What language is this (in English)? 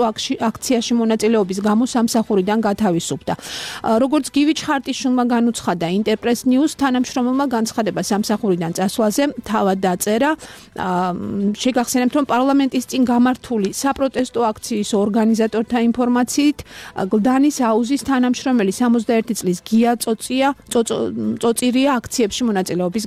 Georgian